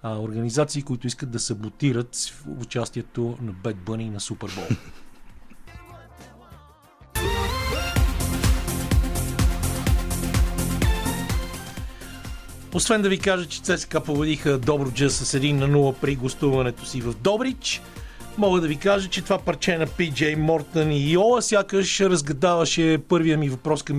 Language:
Bulgarian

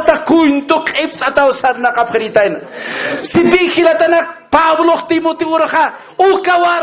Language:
Aymara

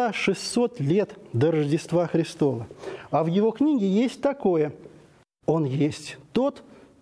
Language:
Russian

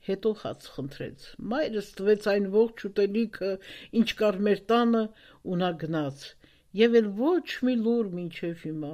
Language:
Armenian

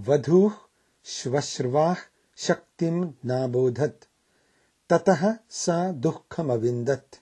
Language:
Sanskrit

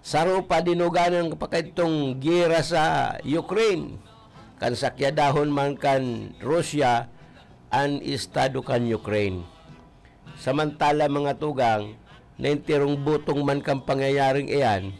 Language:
Bikol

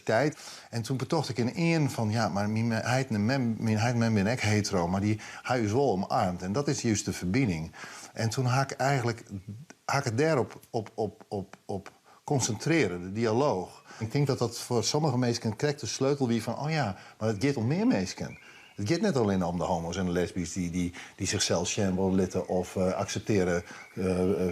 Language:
Western Frisian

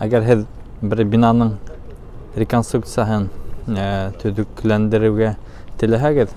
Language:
Bashkir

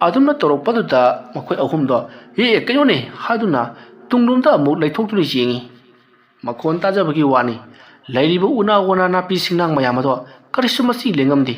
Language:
Manipuri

